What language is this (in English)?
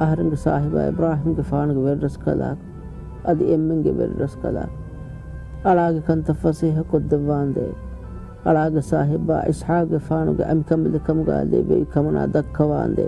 Divehi